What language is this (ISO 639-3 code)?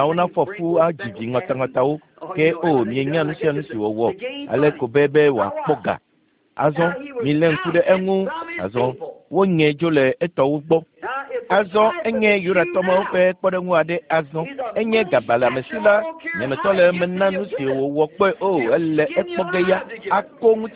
ewe